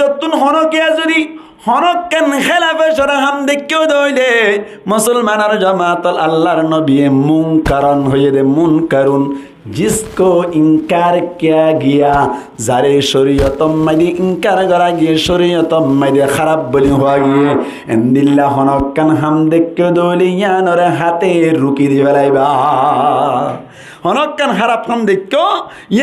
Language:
Rohingya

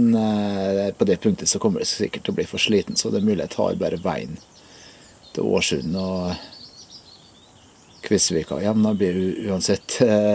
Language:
Norwegian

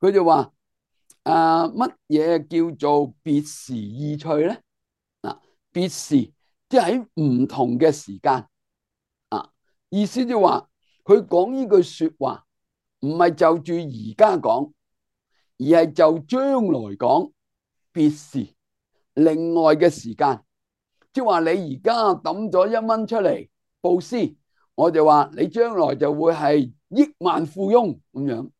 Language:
Cantonese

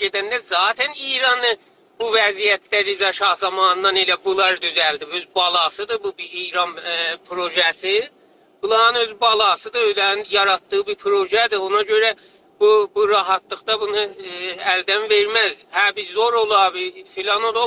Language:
South Azerbaijani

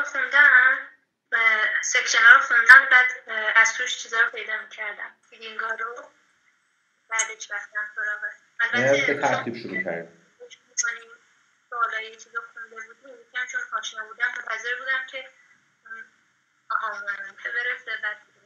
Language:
Persian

